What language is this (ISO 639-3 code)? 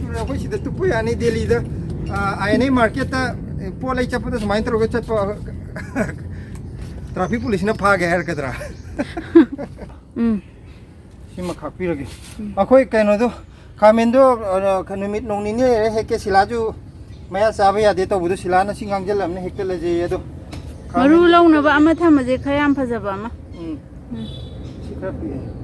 mni